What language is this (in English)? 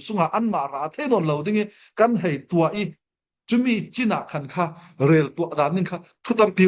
Falam Chin